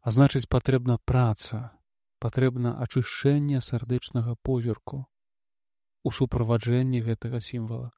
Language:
Belarusian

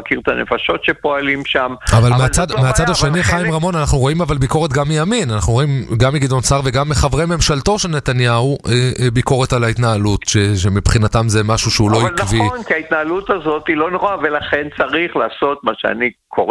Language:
Hebrew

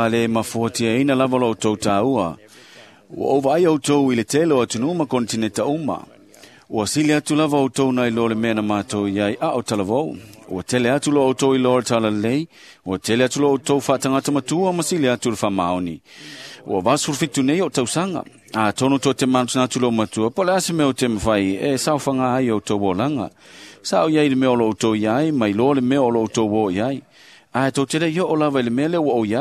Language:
Samoan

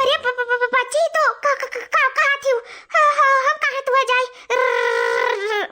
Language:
Awadhi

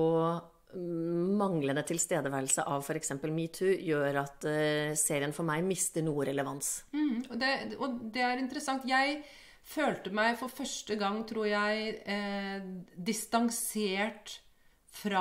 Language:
Norwegian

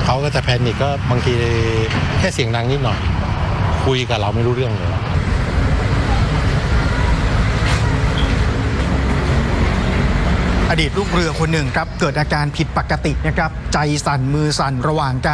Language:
Thai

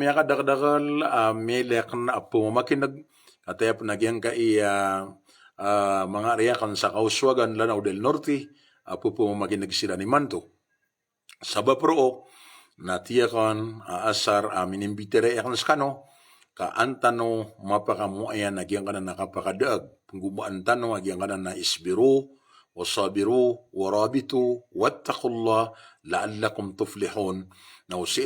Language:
Maranao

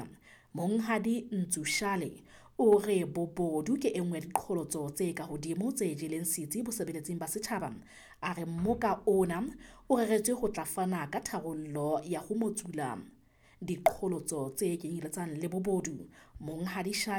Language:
Southern Sotho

